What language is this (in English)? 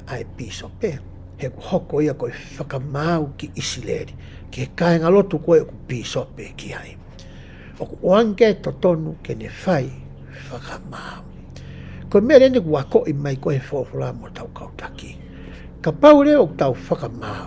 Tongan